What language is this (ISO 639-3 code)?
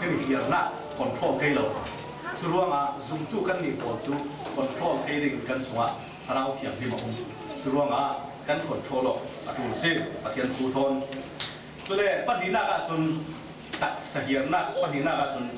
cfm